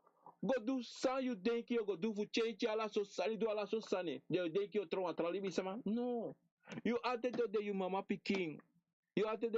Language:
Sranan Tongo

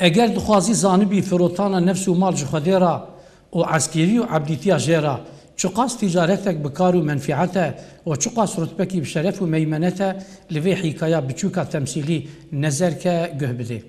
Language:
Kurdish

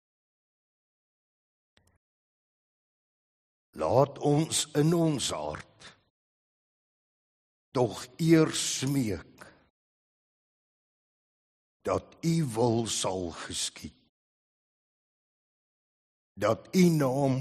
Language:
Afrikaans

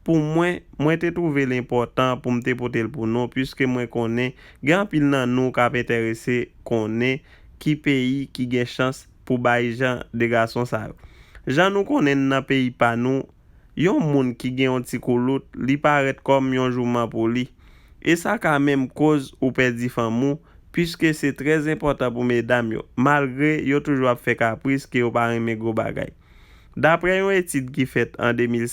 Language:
Haitian Creole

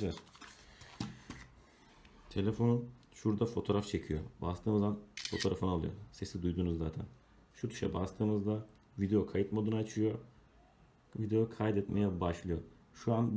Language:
Turkish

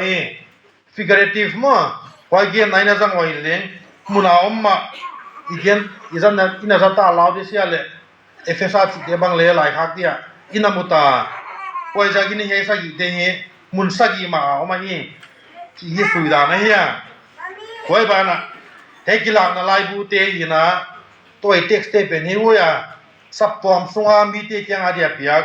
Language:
Tedim Chin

